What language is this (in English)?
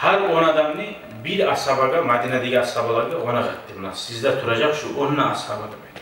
Kumyk